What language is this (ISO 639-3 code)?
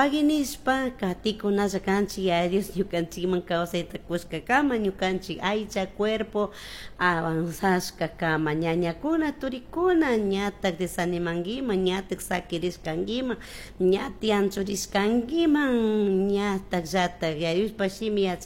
qug